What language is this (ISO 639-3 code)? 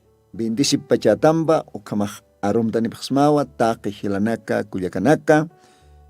aym